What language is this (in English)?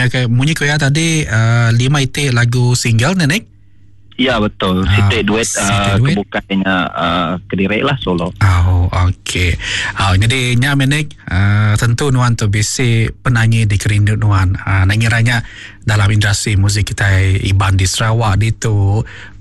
Iban